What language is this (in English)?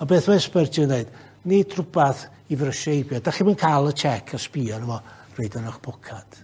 Welsh